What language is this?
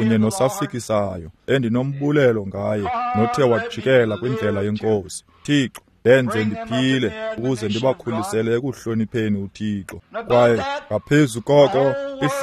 Xhosa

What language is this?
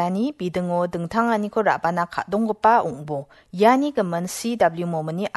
Garo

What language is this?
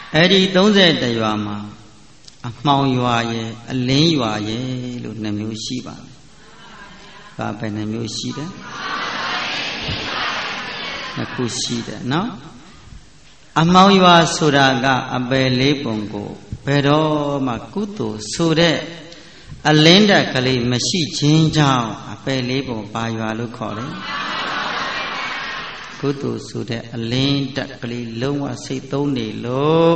Burmese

